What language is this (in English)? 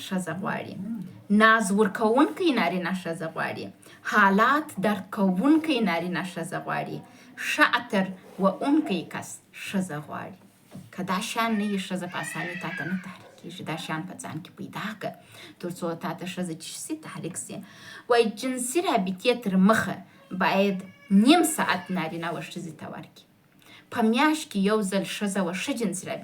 Pashto